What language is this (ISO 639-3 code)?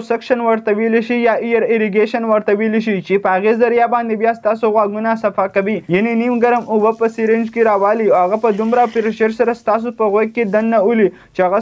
pus